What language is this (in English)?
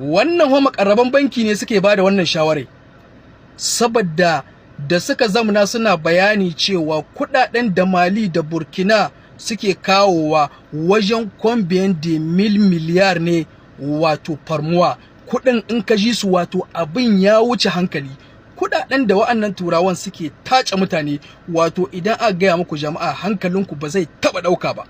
Hausa